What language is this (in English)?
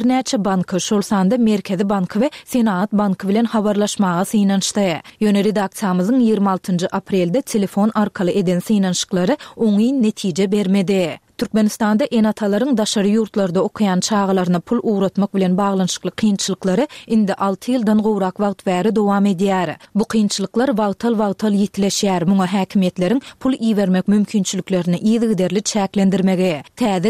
Turkmen